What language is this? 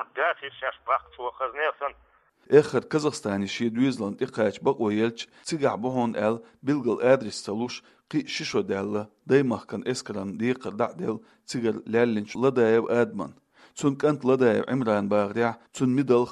Chechen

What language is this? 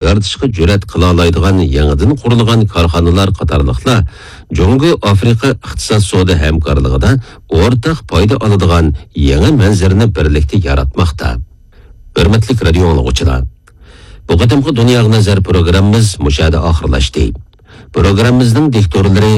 Uyghur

